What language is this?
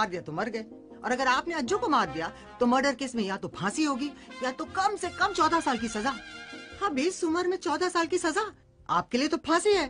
Hindi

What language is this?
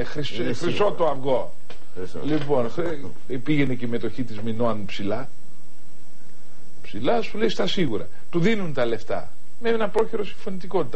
Greek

